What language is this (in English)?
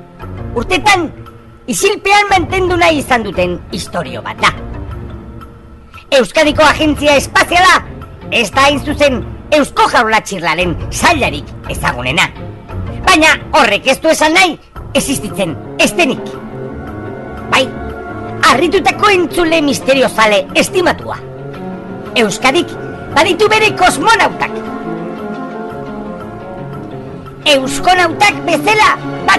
Basque